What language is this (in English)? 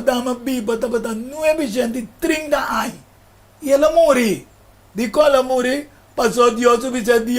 Papiamento